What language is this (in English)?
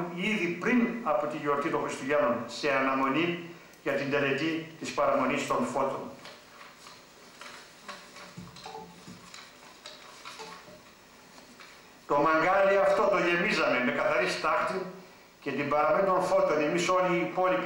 Greek